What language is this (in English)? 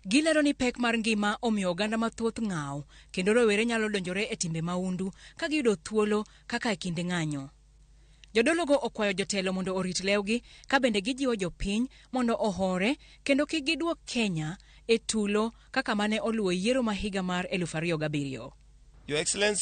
Luo (Kenya and Tanzania)